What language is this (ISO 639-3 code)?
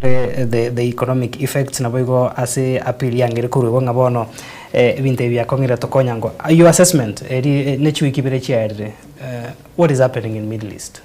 guz